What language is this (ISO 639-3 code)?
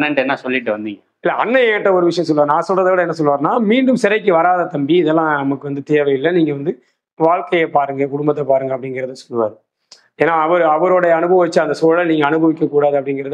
tam